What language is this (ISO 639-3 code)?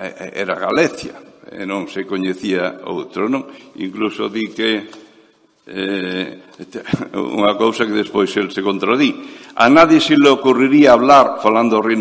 glg